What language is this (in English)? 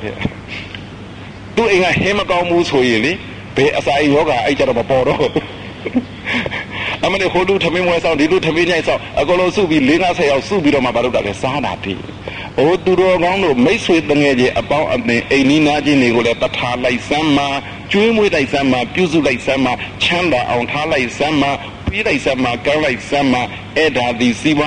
Burmese